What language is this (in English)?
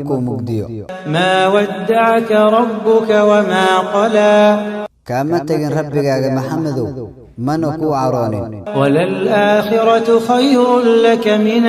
Somali